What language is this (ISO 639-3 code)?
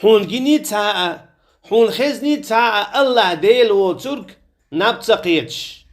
che